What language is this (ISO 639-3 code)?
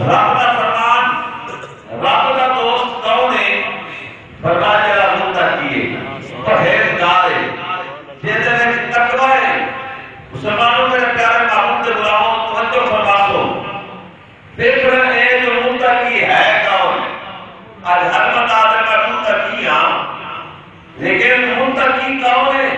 skr